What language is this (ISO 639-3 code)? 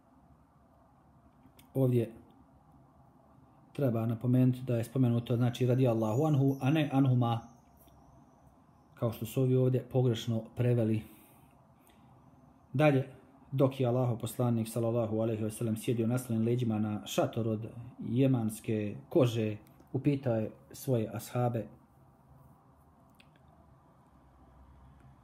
bos